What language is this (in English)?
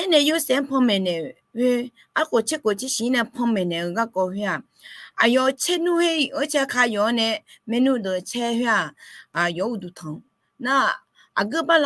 Akha